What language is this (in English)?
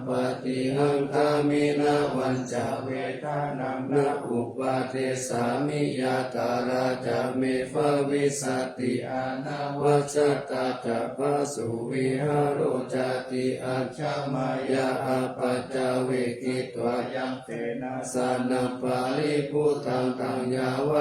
Pali